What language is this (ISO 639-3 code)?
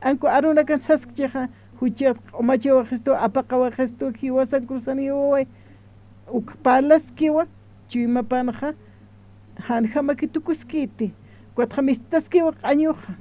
aym